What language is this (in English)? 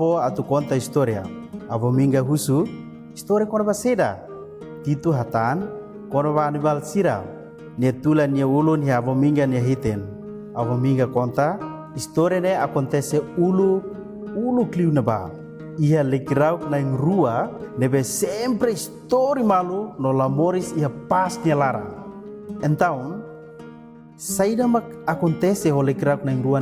Tetum